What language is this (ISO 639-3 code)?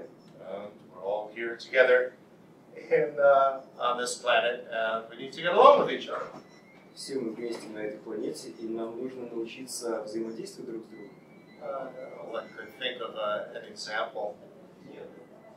eng